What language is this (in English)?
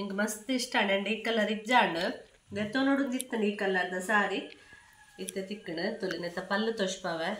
Tulu